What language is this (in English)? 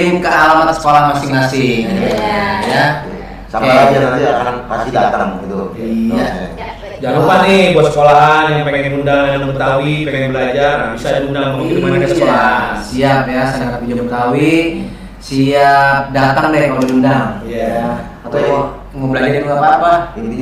Betawi